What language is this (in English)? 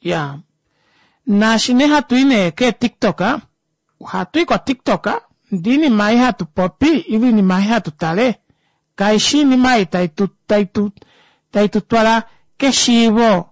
Kuanyama